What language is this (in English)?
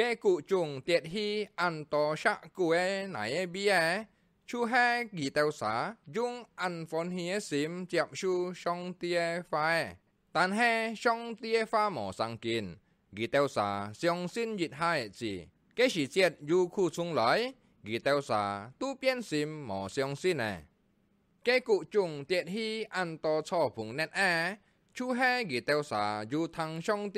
Hakka Chinese